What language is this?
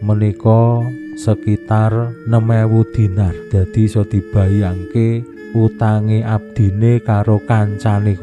Javanese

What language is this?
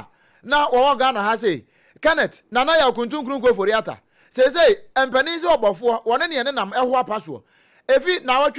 Akan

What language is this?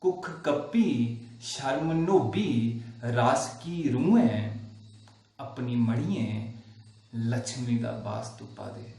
Dogri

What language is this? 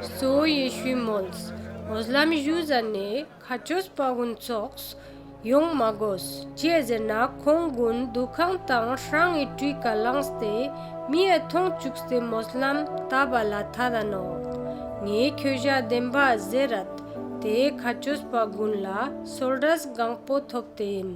Ladakhi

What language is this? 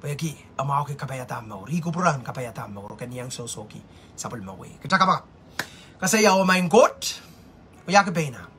Pohnpeian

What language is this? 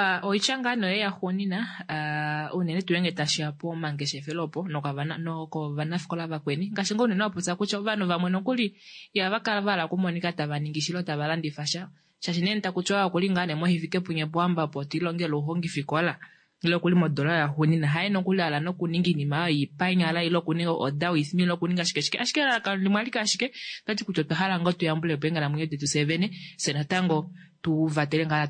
Kuanyama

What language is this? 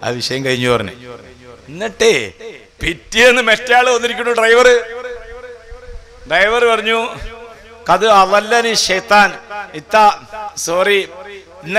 Malayalam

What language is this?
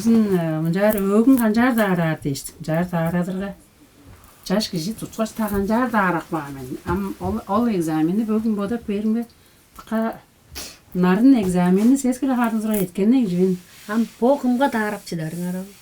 Tuvinian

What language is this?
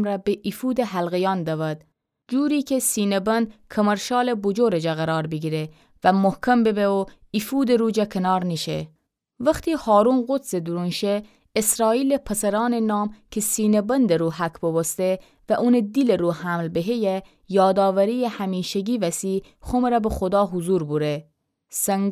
Gilaki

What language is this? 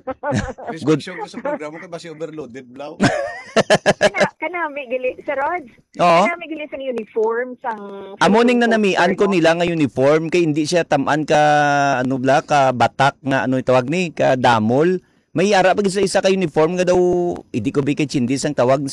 Hiligaynon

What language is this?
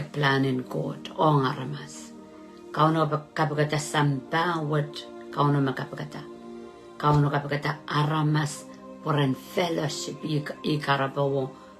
Pohnpeian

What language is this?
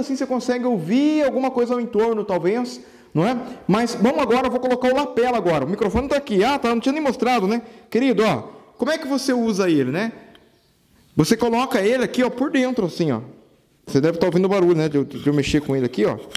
Portuguese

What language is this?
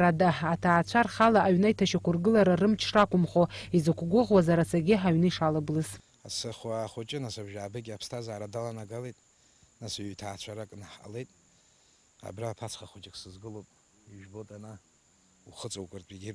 Abkhazian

